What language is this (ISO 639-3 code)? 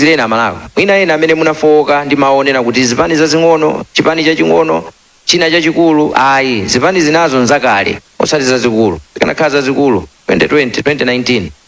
nya